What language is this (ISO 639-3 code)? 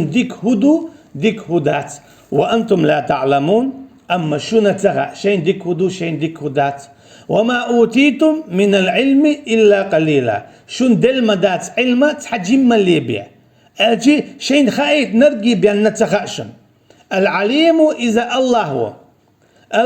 che